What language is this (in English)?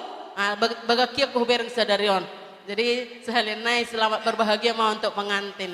Batak Toba